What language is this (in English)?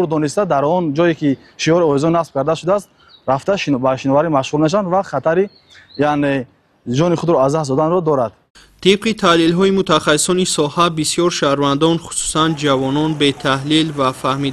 Tajik